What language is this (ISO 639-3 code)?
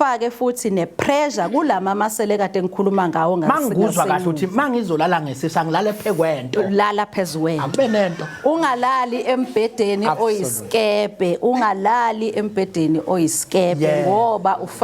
zul